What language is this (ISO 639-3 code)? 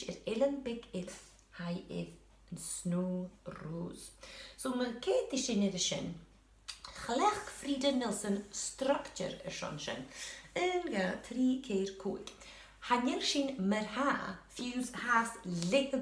gla